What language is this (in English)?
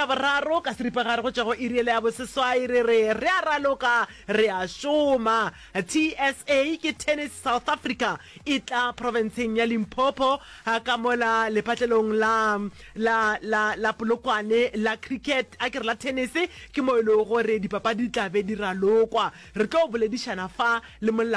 Northern Sotho